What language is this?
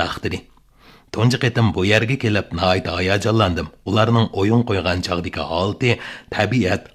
Uyghur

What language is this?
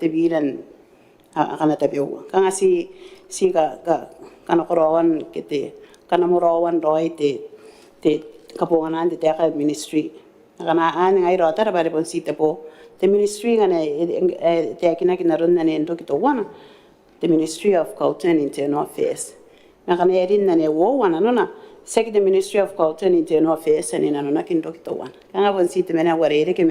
Gilbertese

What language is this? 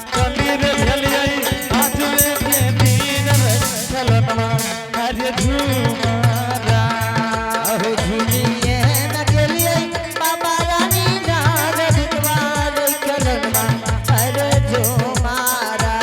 Angika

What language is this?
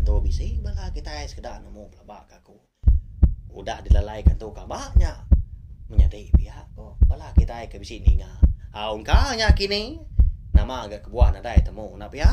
Iban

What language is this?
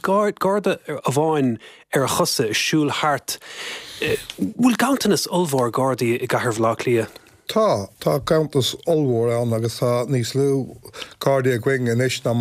Irish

